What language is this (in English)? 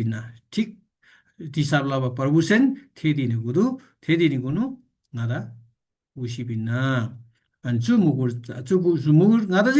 Eastern Tamang